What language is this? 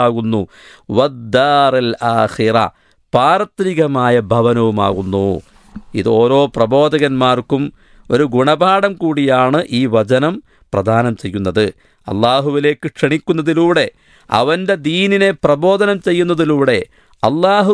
Malayalam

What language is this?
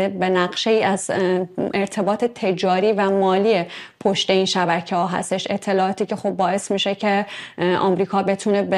Persian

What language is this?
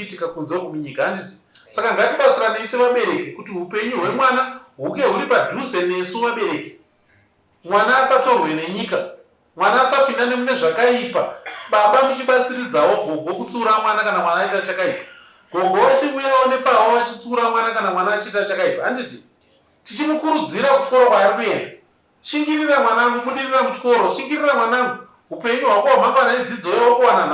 Shona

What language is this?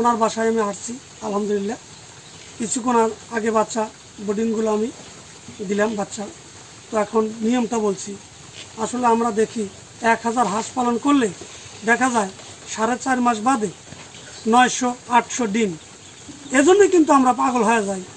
Bangla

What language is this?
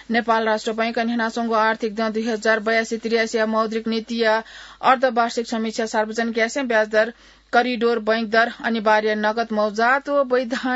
Newari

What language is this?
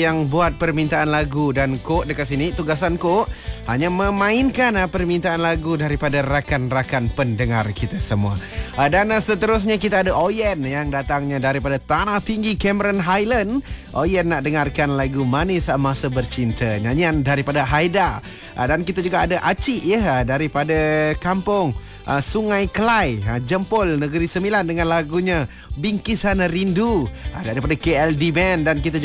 Malay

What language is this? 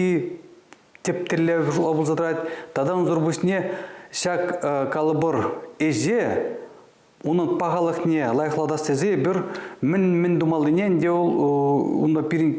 Chuvash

